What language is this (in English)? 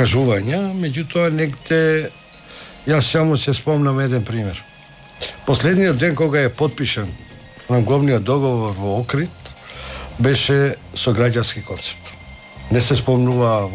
Macedonian